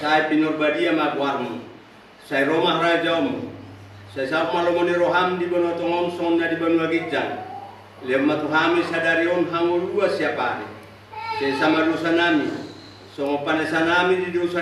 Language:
Batak Toba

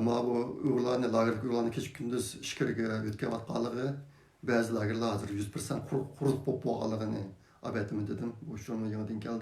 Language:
Uyghur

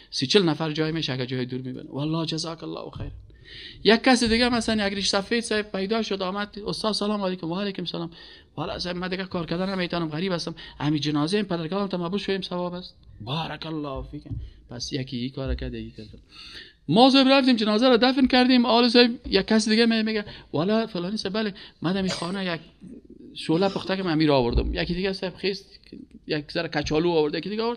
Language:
Persian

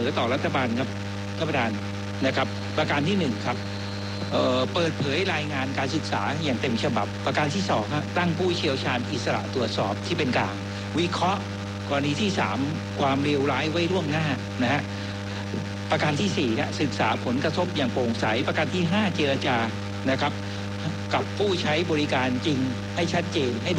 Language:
Thai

